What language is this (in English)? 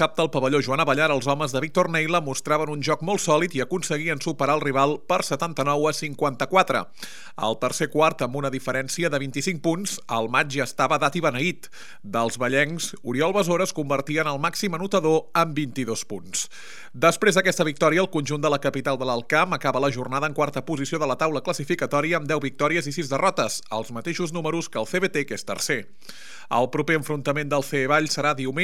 Catalan